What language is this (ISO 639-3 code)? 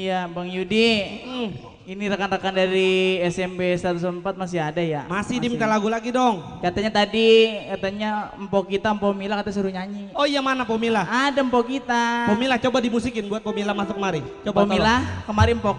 bew